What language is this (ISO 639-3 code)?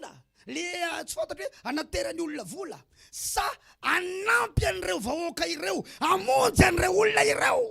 mlg